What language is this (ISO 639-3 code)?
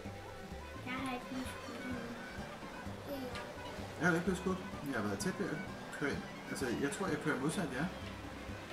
dan